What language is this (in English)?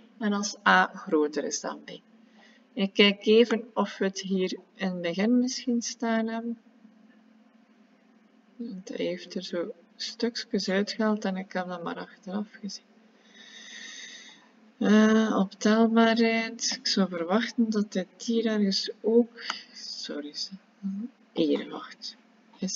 Dutch